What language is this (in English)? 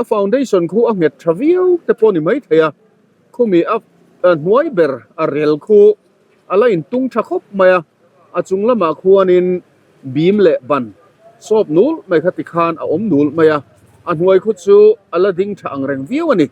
Mizo